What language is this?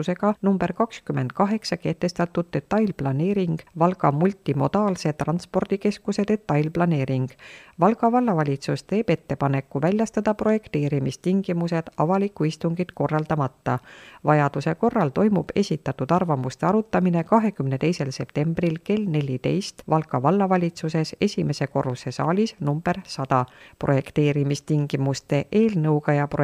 Estonian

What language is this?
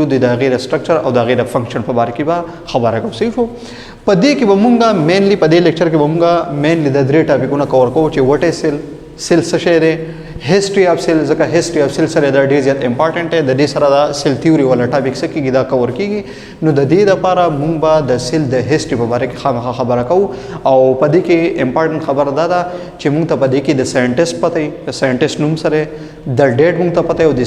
Pashto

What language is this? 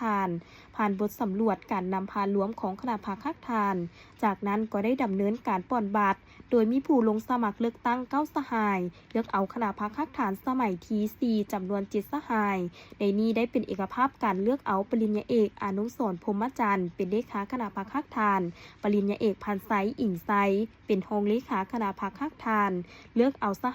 Lao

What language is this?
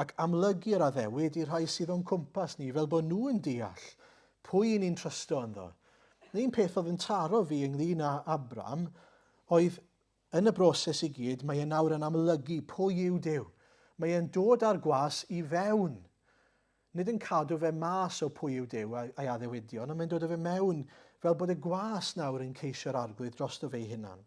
Welsh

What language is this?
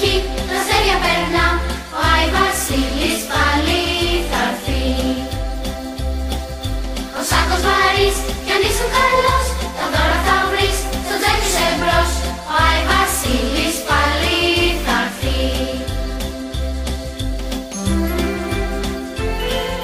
Greek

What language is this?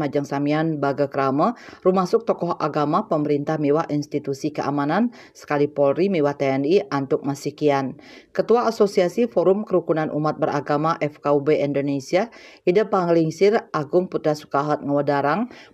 Balinese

